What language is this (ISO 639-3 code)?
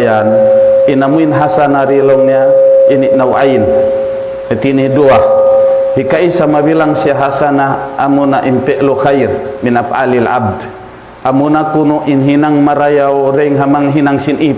tsg